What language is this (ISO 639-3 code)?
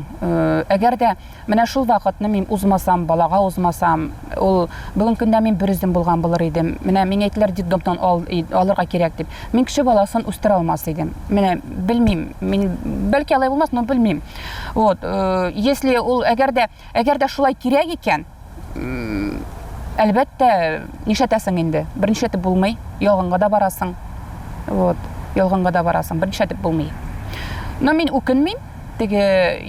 tat